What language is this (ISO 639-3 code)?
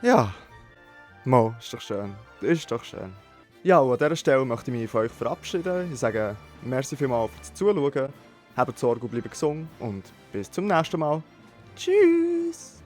gsw